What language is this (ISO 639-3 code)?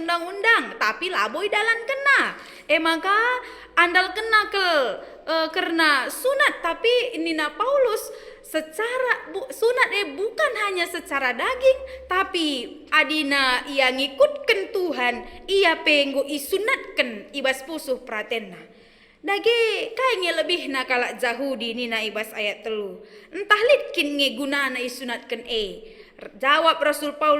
btx